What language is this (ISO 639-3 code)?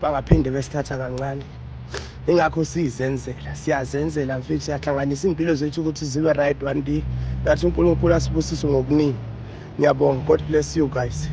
zul